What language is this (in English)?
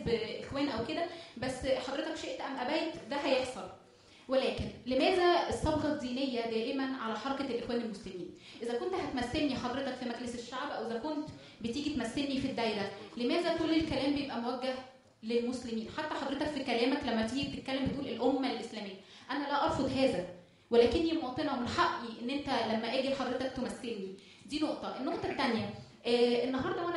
Egyptian Arabic